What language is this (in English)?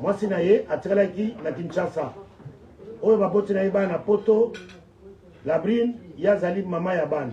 Lingala